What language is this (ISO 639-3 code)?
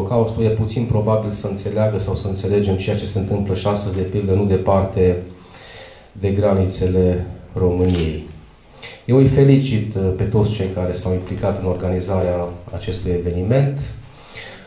ron